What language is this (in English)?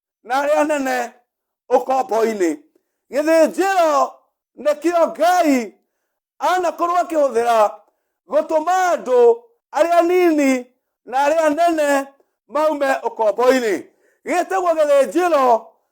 Kikuyu